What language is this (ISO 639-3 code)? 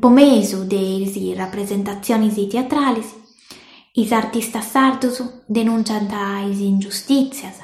srd